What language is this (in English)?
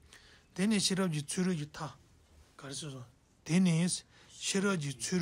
Tibetan